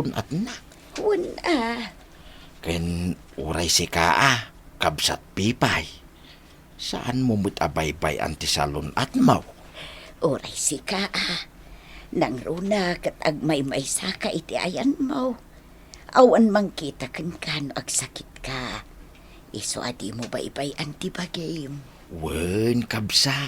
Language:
Iloko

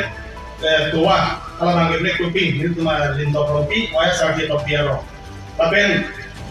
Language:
Karbi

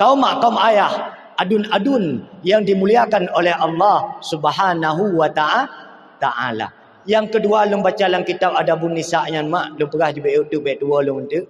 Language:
Achinese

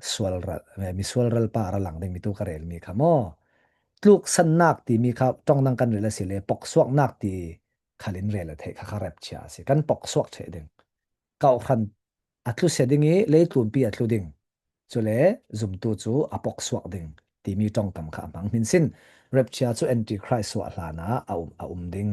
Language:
Falam Chin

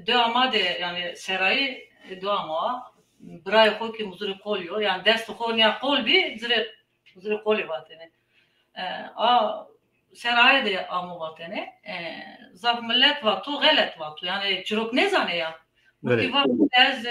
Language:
Zaza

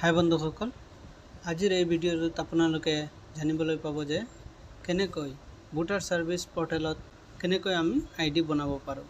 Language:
Assamese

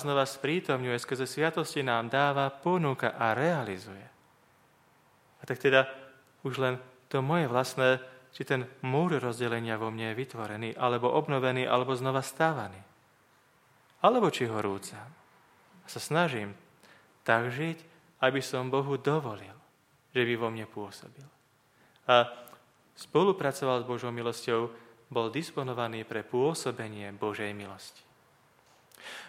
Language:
Slovak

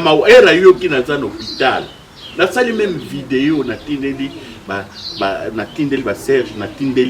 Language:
Lingala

